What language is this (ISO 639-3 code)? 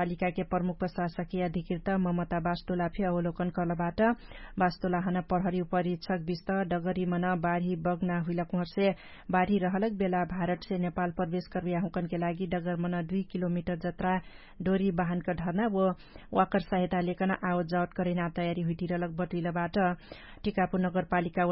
thl